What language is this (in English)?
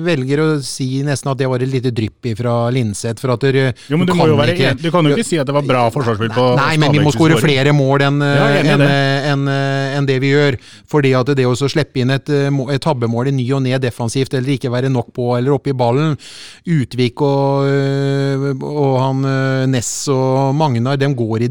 Norwegian